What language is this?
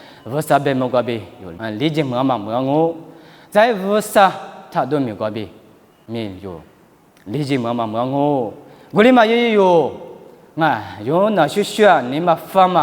Lisu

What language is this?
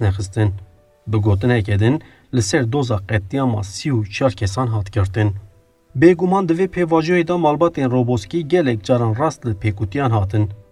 Kurdish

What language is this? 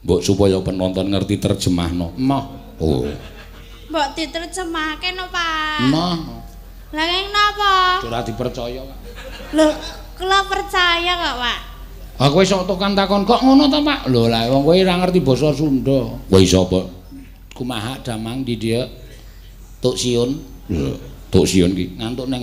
Javanese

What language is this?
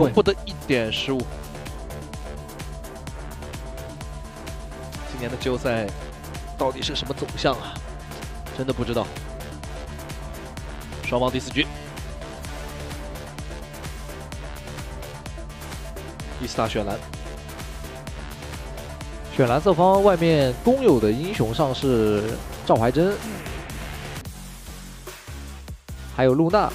Chinese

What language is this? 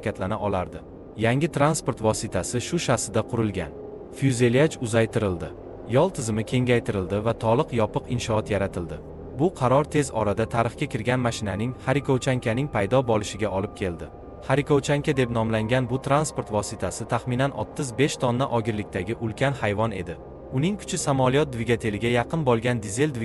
Uzbek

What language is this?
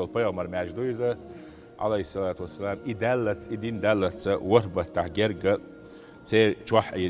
Chechen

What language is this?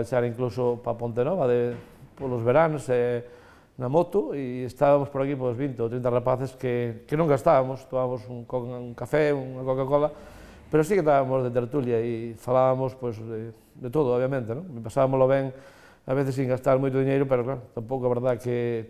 Galician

